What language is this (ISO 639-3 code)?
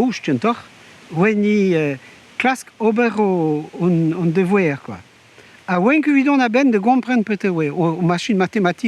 bre